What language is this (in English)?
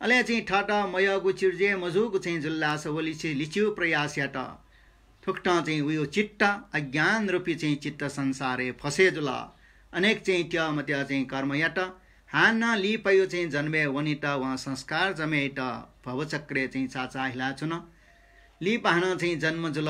Newari